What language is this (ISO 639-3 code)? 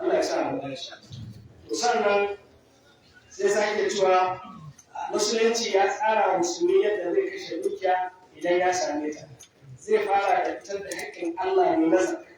hau